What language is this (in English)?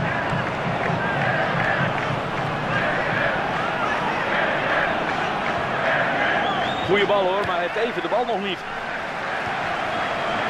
Dutch